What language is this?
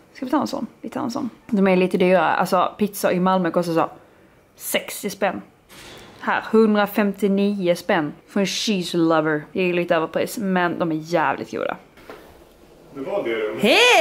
Swedish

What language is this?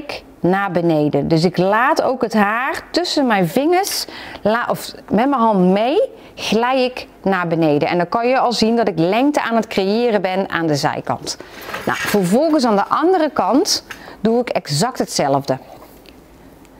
Dutch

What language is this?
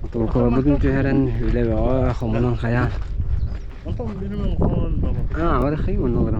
Yakut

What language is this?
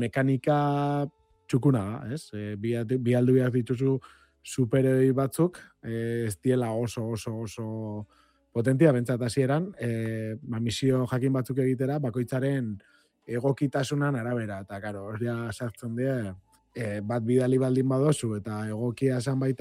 Basque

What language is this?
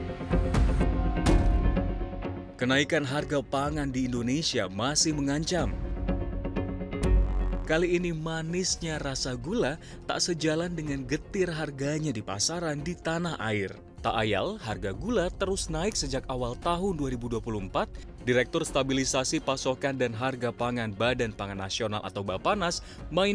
Indonesian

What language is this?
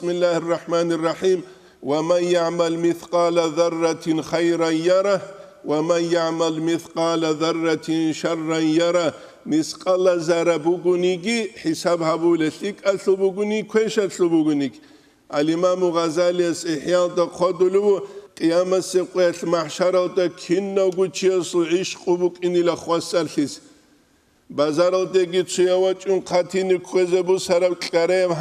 Avaric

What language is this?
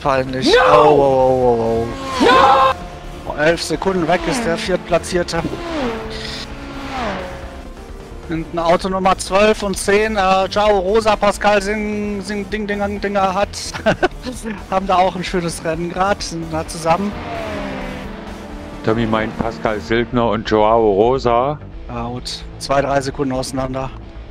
German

